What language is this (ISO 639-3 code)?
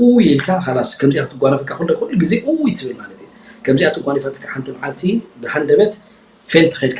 tir